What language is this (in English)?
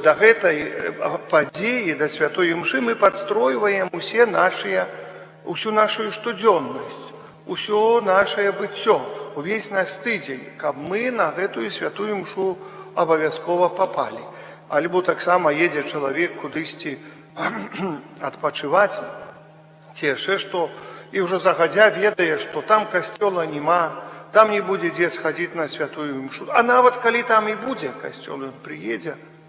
Belarusian